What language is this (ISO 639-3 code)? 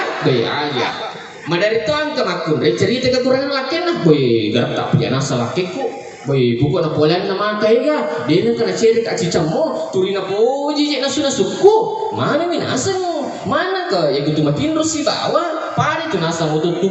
bug